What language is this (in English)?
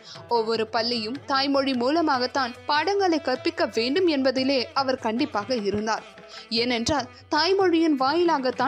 Tamil